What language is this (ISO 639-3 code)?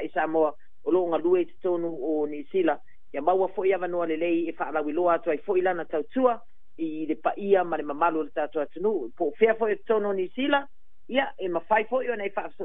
smo